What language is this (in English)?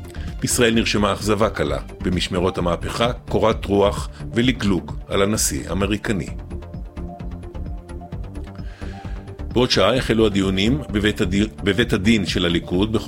Hebrew